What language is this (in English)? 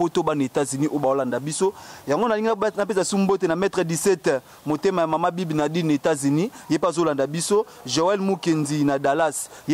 Lingala